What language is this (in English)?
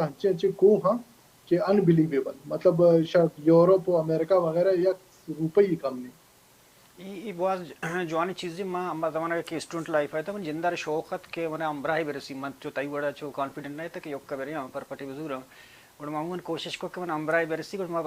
Baluchi